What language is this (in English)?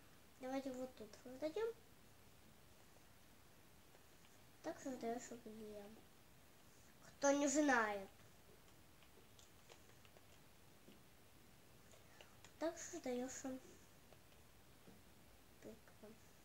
Russian